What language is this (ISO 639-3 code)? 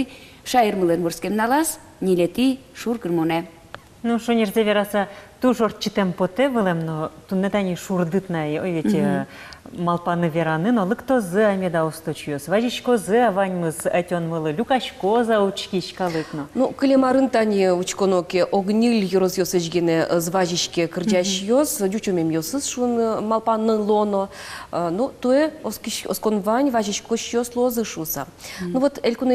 udm